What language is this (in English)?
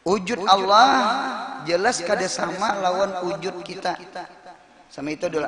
Banjar